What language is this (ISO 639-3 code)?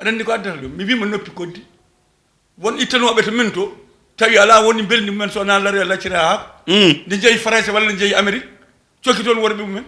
ful